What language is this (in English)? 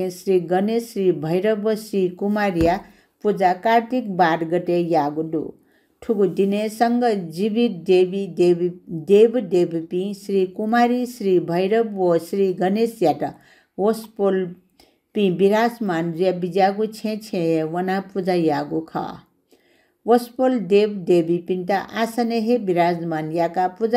Newari